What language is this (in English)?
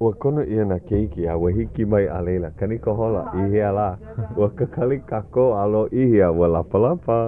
Hawaiian